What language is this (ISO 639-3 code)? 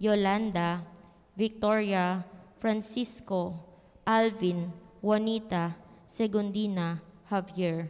pam